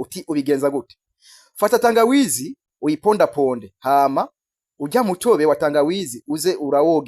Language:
Rundi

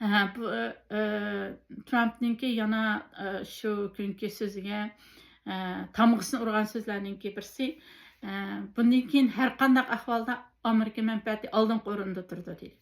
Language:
Uyghur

